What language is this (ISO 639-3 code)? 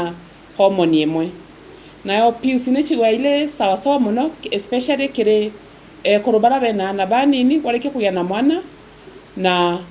mer